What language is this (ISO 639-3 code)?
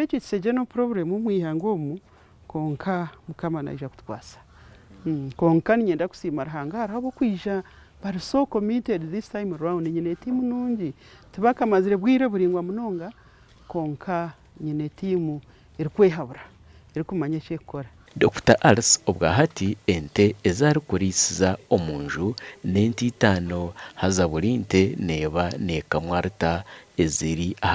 nyn